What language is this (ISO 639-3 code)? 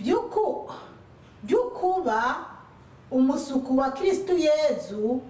run